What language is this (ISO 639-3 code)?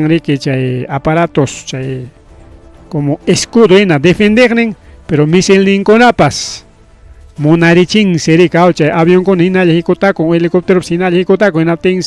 quy